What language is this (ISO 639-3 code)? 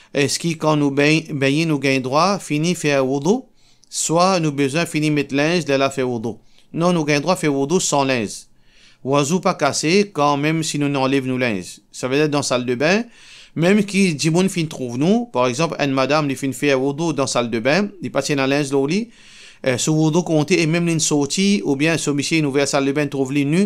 mfe